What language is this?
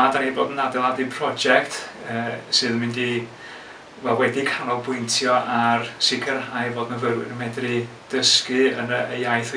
Welsh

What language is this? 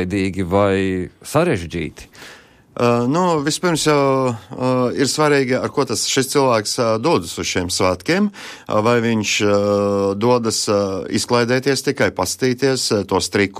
Latvian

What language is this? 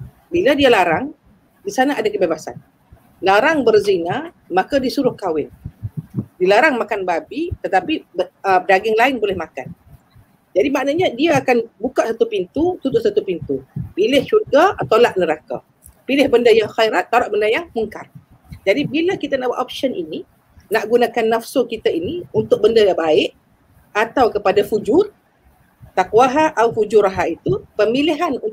Malay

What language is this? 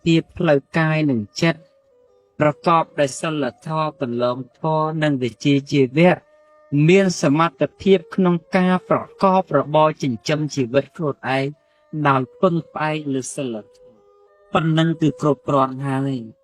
Khmer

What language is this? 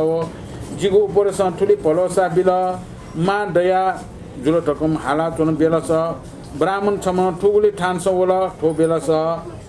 Newari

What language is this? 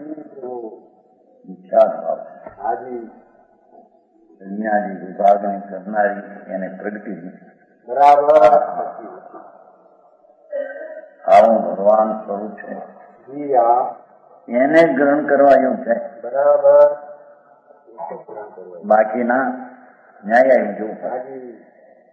Gujarati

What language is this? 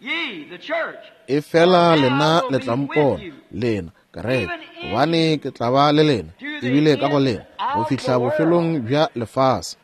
Northern Sotho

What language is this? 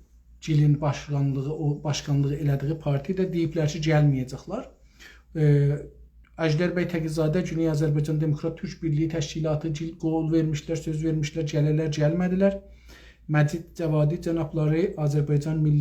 South Azerbaijani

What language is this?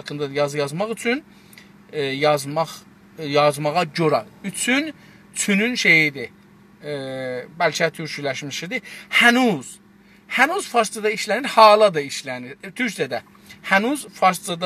South Azerbaijani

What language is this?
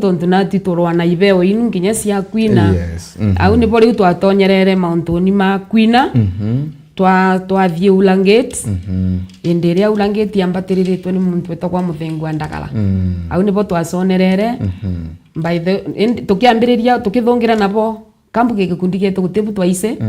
Meru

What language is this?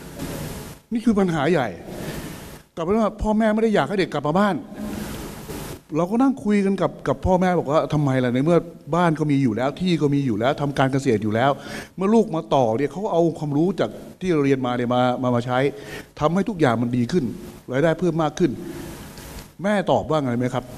Thai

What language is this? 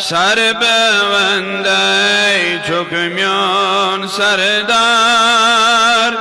Kashmiri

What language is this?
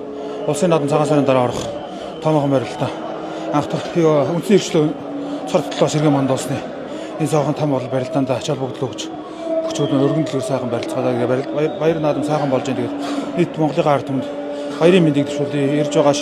Mongolian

